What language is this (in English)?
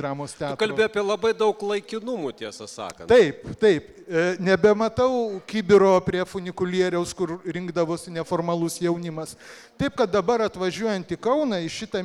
Lithuanian